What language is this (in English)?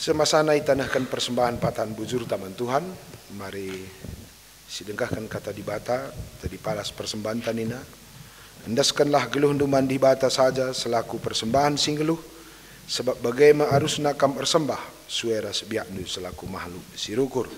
Batak Karo